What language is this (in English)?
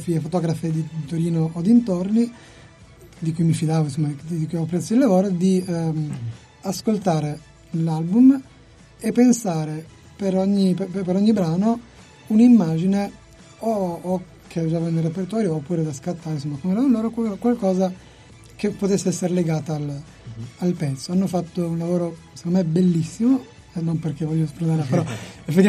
Italian